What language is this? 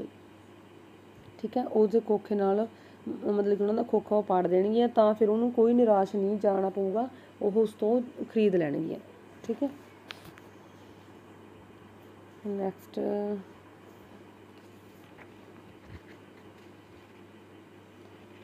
Punjabi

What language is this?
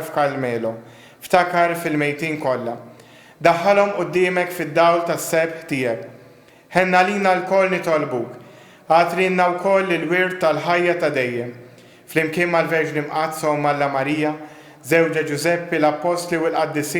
Maltese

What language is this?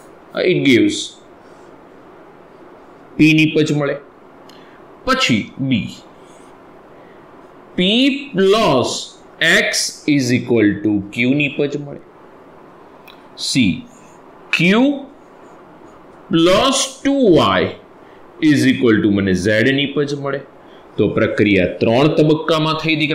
Gujarati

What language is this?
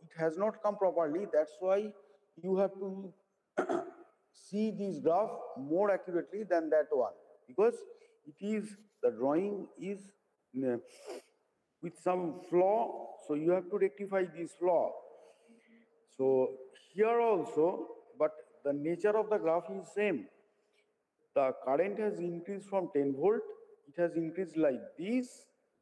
English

